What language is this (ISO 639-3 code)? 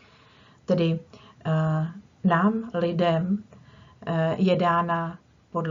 ces